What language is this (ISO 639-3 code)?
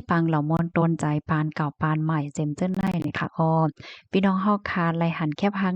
shn